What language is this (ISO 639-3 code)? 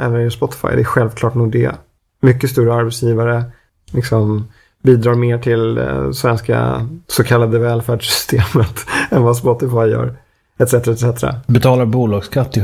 swe